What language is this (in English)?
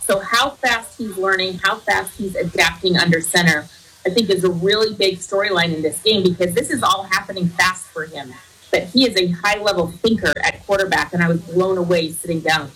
English